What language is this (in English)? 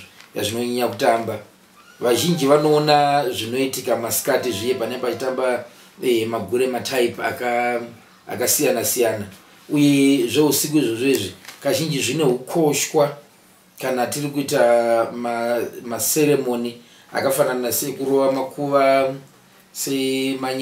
Shona